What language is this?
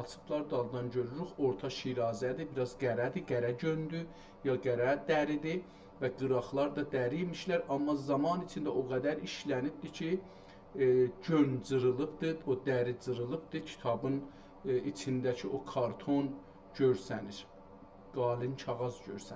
South Azerbaijani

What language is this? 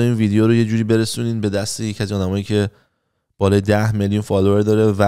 Persian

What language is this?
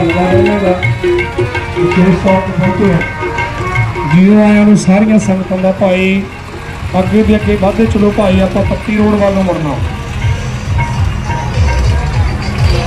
Punjabi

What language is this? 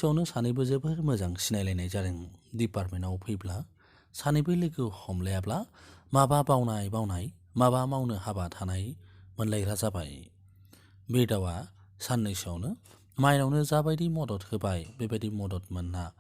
Bodo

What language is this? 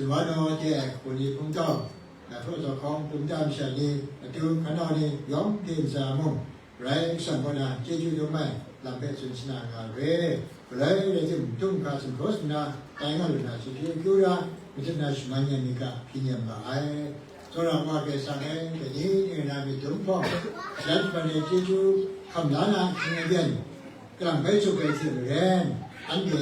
Kachin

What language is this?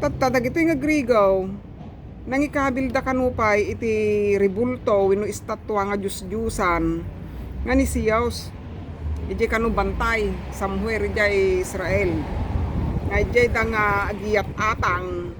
Iloko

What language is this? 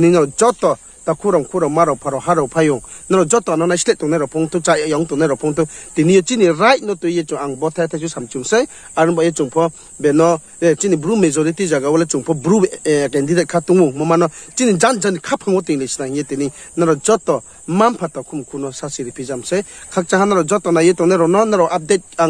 Riang (India)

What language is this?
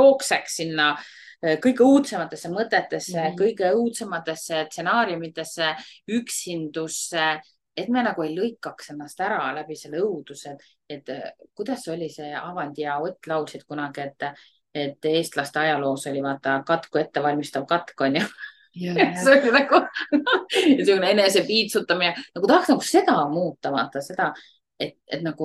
Estonian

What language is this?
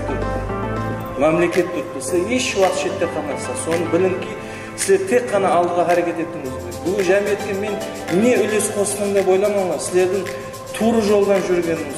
Kara-Kalpak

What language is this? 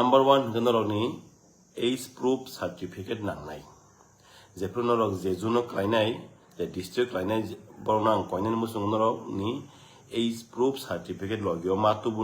Kok Borok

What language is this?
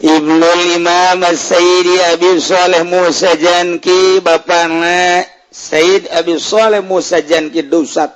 Sundanese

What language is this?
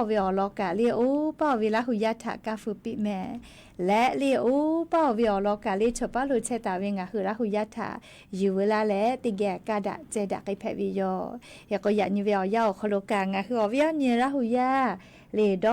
Lahu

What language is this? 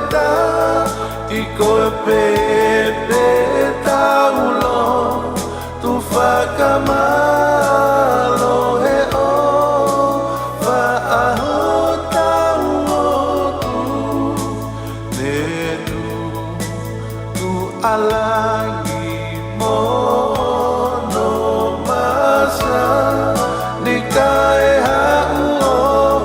Tongan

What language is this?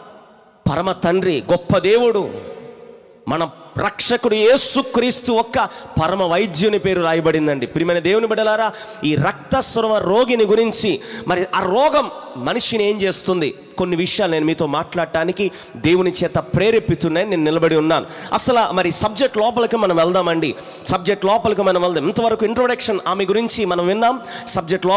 Telugu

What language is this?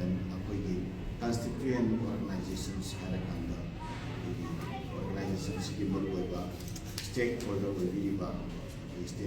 Manipuri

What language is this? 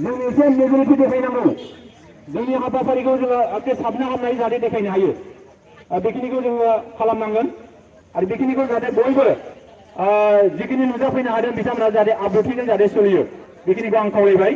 Bodo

